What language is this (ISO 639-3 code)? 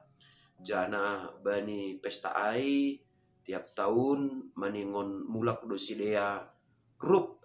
bts